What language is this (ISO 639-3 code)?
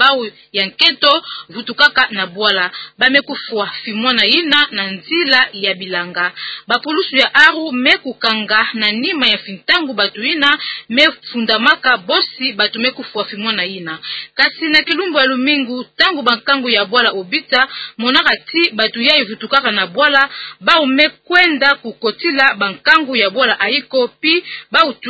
ktu